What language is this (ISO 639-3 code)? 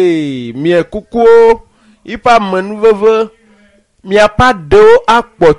ewe